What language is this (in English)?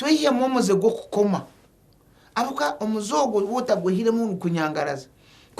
Nyankole